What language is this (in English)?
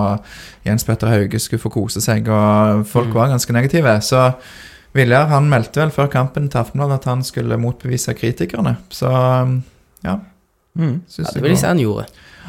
Norwegian